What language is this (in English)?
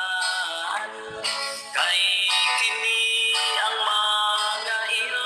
Cebuano